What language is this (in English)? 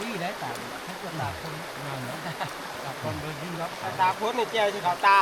Northeastern Thai